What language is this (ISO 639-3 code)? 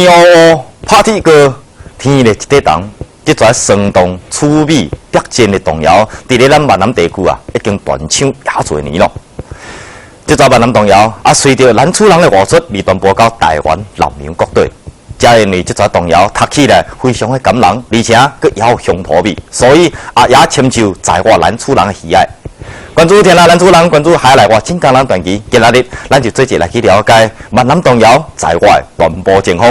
nan